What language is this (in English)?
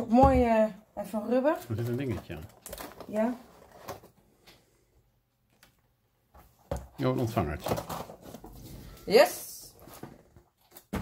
Dutch